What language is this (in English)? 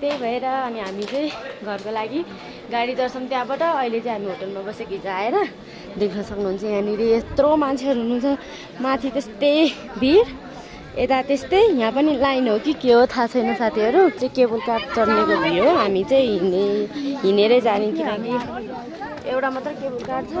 Nepali